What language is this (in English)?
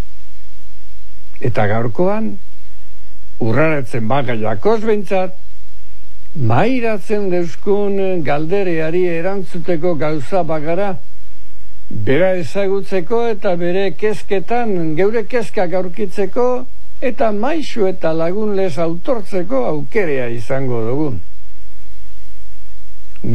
Basque